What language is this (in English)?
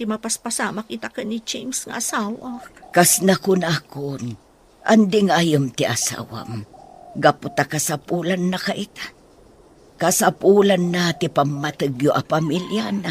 Iloko